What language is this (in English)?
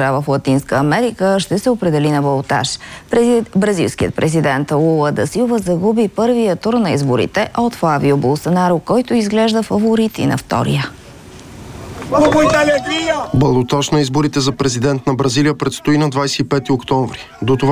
Bulgarian